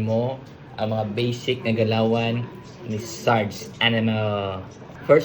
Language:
Hiligaynon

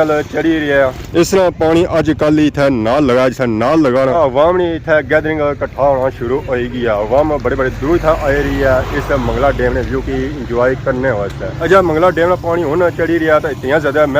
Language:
Pahari-Potwari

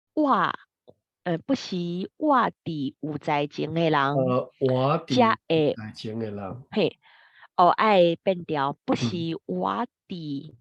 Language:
Min Nan Chinese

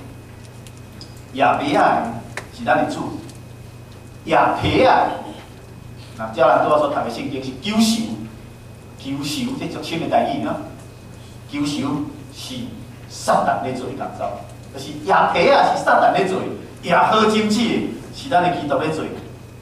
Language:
Min Nan Chinese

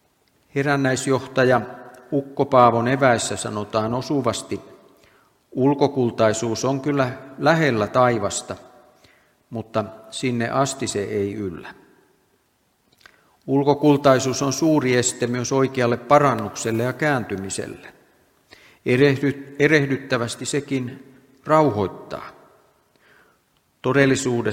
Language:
Finnish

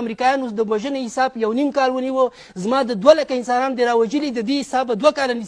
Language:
Pashto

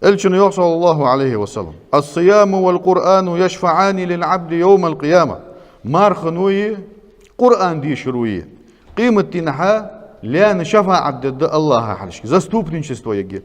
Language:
Ingush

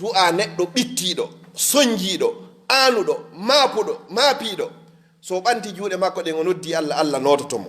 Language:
Fula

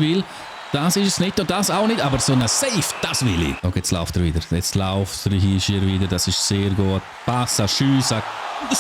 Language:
Swiss German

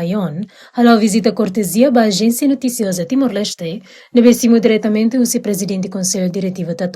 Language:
Tetum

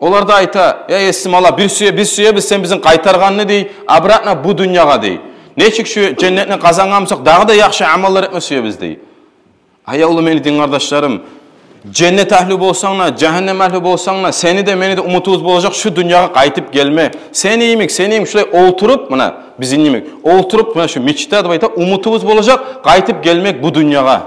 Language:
Kumyk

